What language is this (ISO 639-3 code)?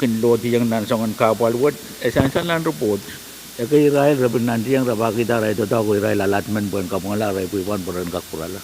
pon